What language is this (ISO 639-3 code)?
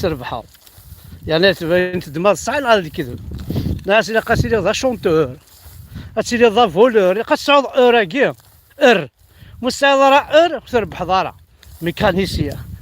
kab